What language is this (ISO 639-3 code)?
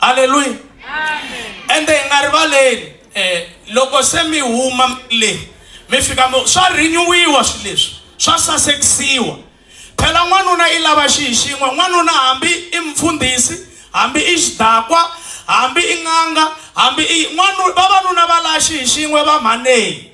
tso